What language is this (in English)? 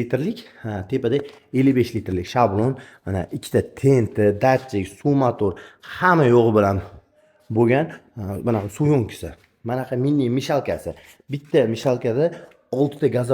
Uzbek